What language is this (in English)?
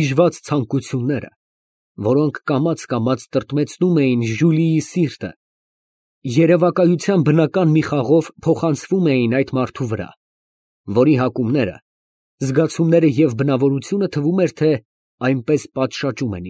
Armenian